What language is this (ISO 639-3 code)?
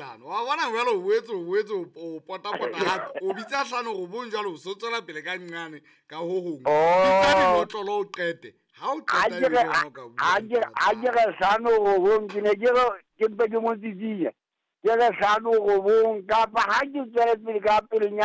sot